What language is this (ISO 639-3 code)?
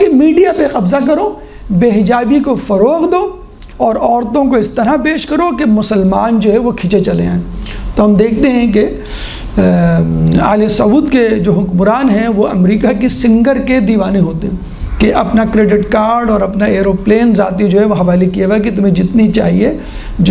urd